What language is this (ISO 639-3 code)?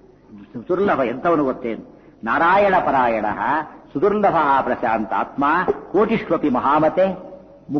kan